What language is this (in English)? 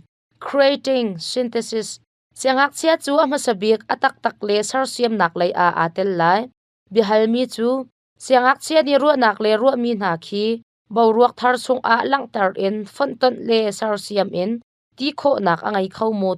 Hakha Chin